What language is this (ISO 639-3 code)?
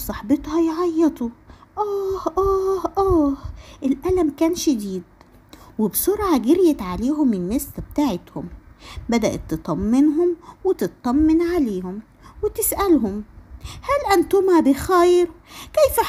arz